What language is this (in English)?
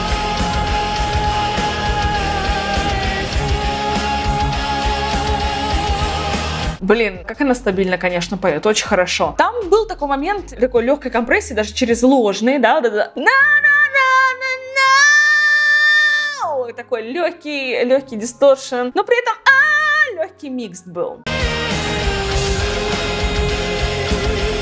Russian